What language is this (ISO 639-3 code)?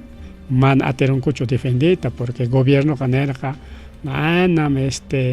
quy